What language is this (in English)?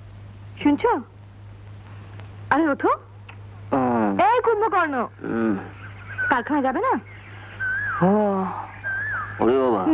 Bangla